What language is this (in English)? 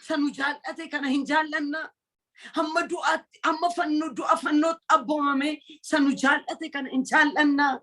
Oromo